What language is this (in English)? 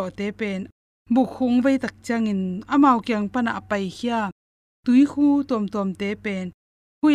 Tedim Chin